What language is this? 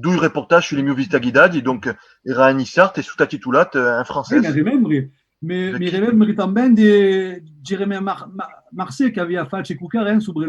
Occitan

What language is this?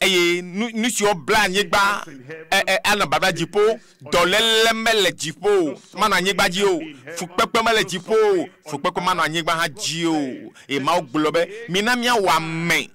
Ewe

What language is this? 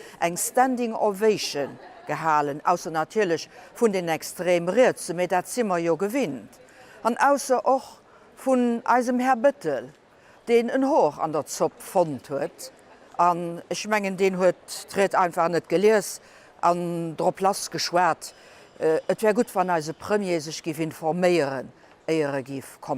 Luxembourgish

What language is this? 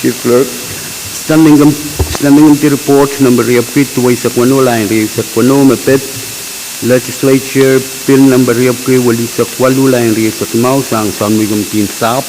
Pohnpeian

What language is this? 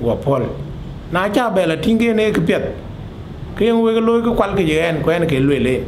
Dinka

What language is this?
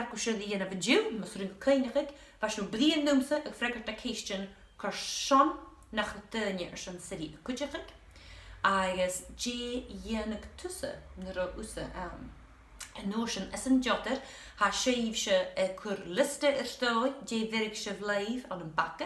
Scottish Gaelic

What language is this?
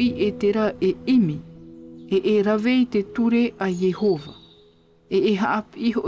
Tahitian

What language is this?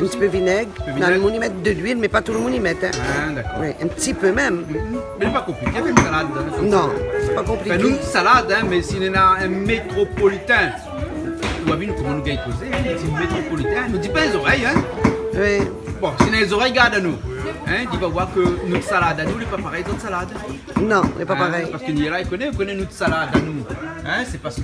Réunion Creole French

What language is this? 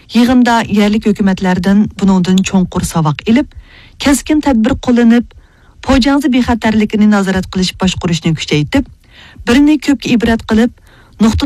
Uyghur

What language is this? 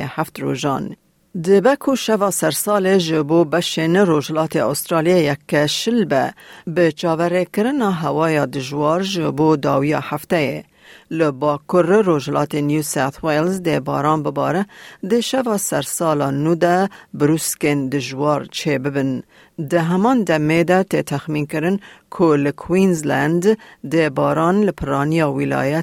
Kurdish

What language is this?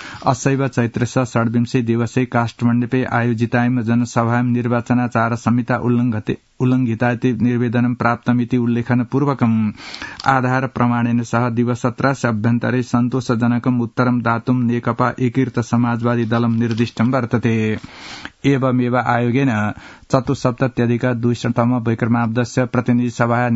Sanskrit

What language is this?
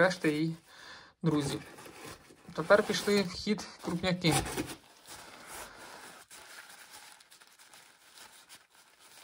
Ukrainian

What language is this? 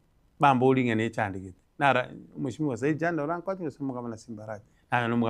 Gusii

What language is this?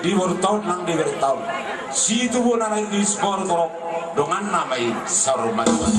Batak Toba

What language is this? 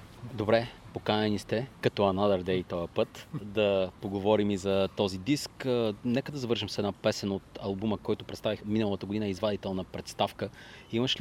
Bulgarian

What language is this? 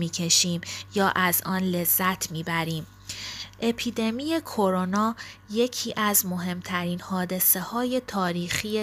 Persian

